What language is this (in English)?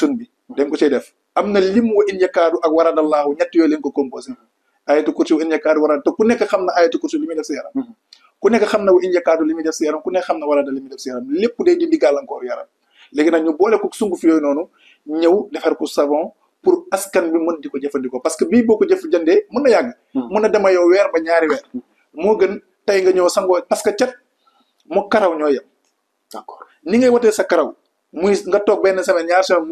Wolof